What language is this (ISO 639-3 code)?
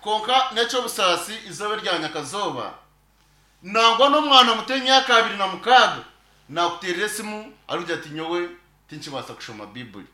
nyn